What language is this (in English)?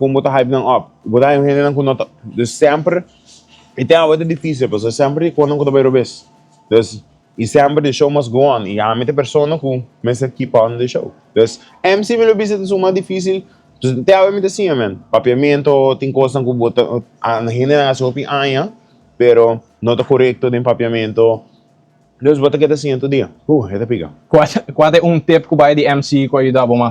Papiamento